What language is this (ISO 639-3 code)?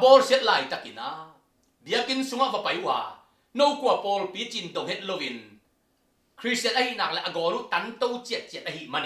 ctd